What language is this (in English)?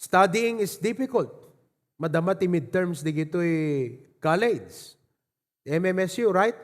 Iloko